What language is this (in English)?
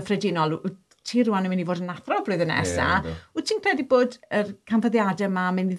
Welsh